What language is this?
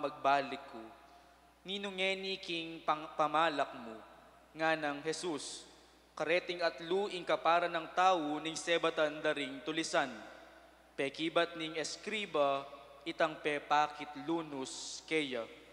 Pampanga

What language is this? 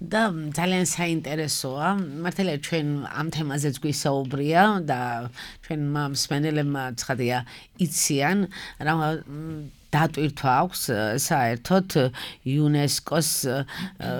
Georgian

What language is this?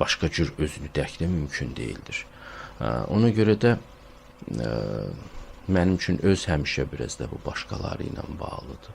Azerbaijani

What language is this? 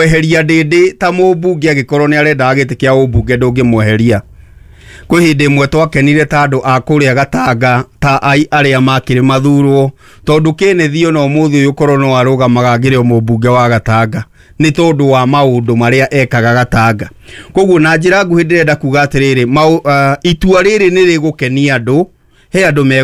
Kikuyu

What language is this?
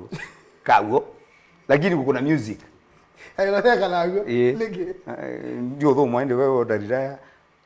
Kamba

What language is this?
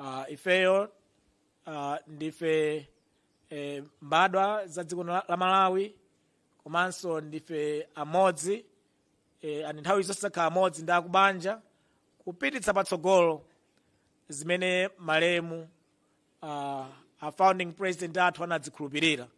Nyanja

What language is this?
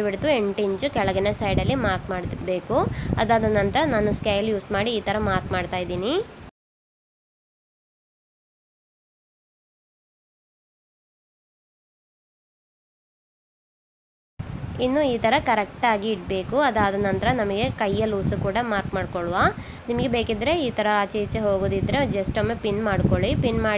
Kannada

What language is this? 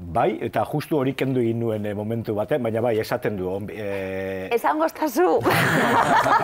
Basque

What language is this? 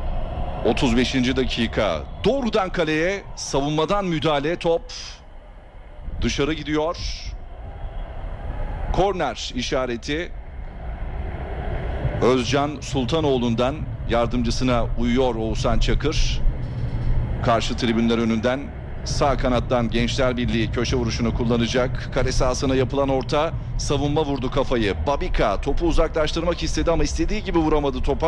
Turkish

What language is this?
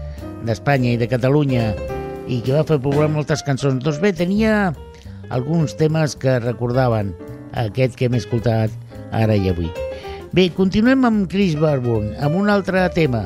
Catalan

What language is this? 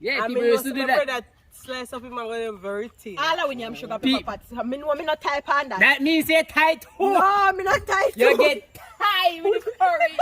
Jamaican Creole English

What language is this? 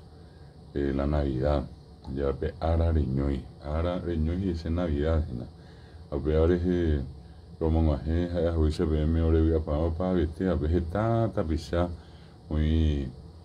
Guarani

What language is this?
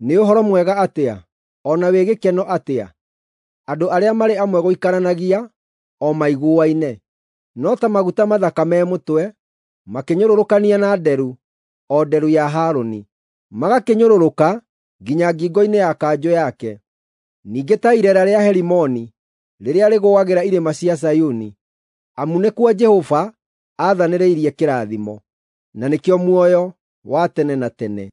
Kikuyu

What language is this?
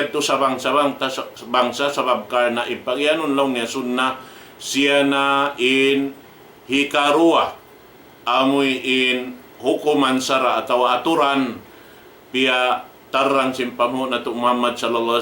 Tausug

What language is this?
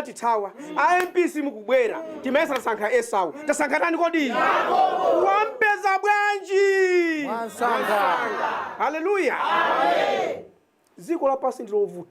Nyanja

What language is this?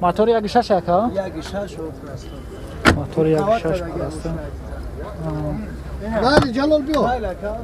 Tajik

